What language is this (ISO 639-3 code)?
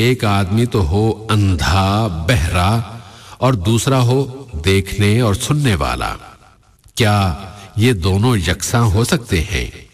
urd